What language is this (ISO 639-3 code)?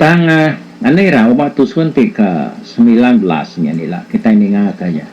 iba